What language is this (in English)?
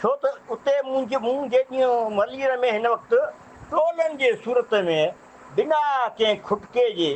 Sindhi